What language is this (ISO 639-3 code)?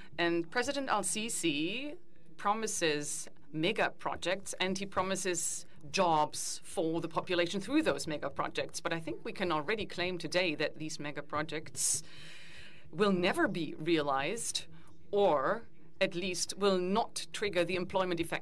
eng